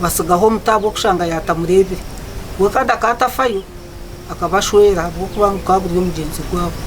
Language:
Nyankole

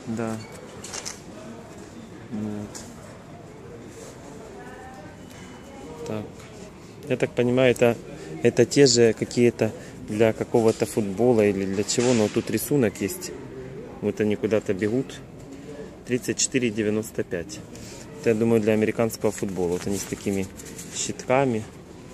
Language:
Russian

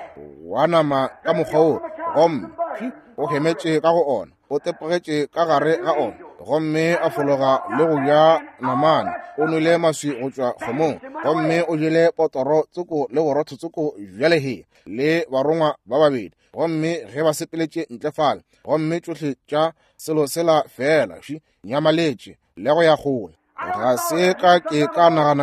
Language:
Northern Sotho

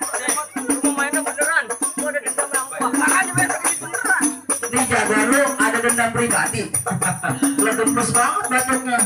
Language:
Betawi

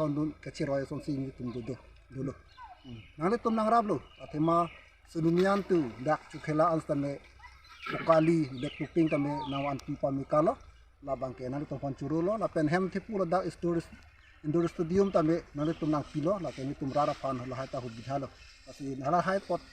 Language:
Karbi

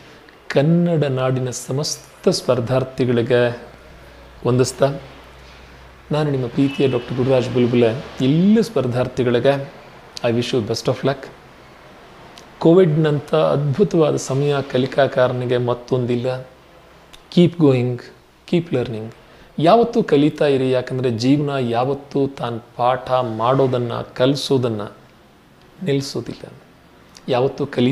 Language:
Kannada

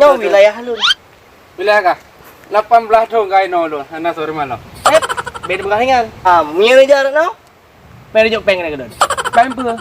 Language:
Achinese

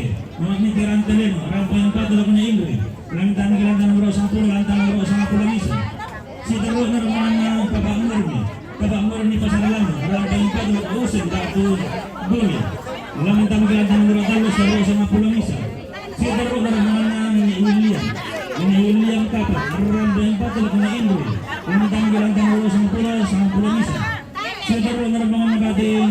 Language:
Toraja-Sa'dan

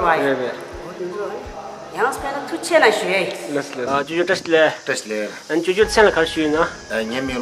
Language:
Tibetan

